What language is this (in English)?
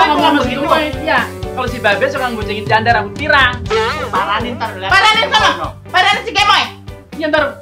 Betawi